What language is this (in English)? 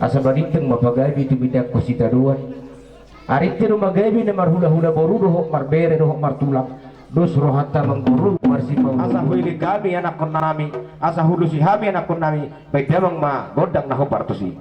Batak Toba